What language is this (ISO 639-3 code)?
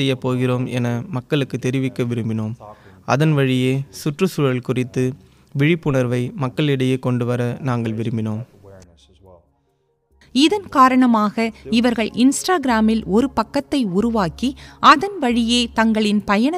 tam